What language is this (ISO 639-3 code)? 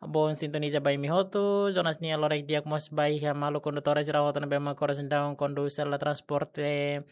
tet